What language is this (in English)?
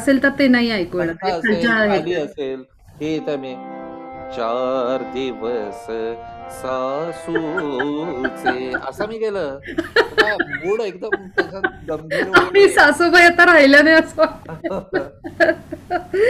Marathi